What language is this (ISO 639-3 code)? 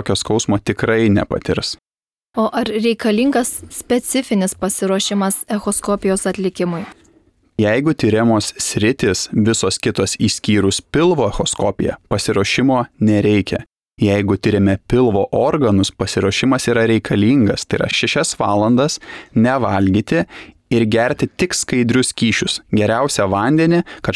lit